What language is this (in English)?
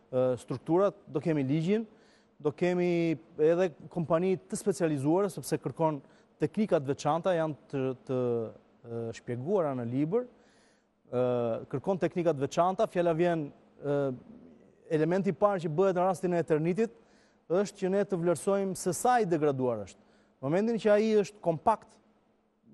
Albanian